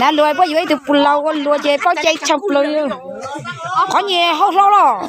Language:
Hmong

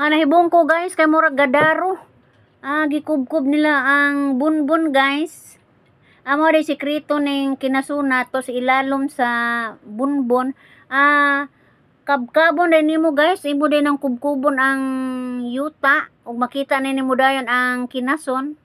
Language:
Cebuano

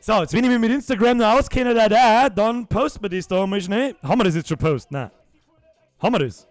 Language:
Bavarian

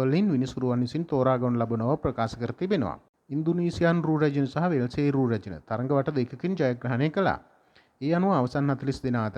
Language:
Sinhala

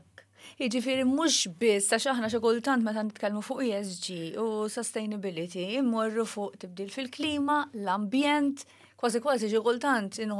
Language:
Maltese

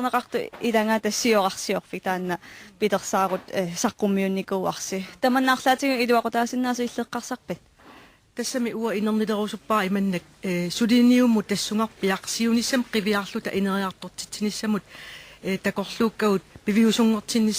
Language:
Kalaallisut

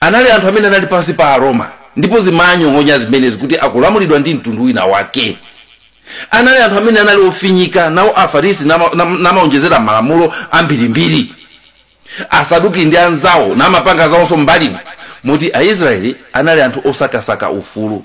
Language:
Nyanja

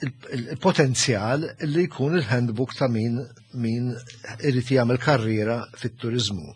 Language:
Maltese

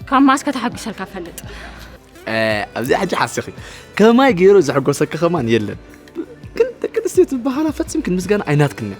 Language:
Tigrinya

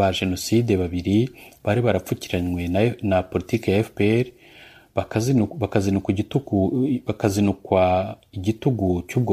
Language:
Kinyarwanda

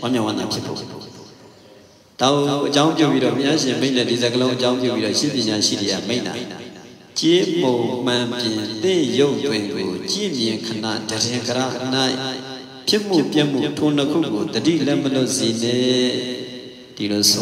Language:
Burmese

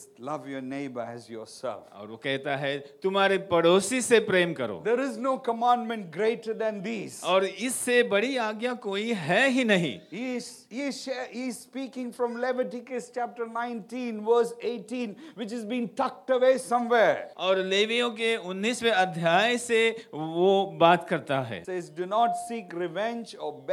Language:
Hindi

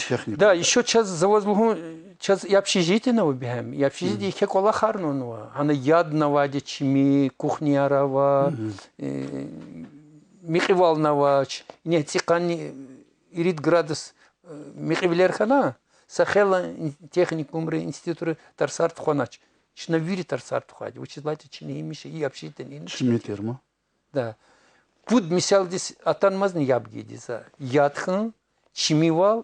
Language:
Lezghian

